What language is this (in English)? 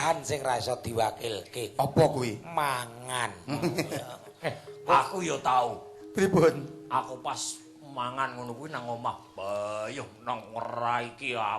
Javanese